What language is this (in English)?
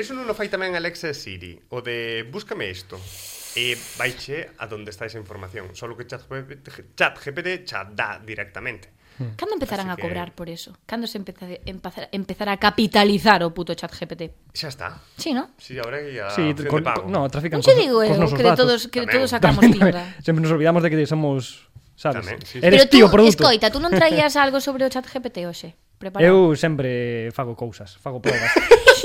Galician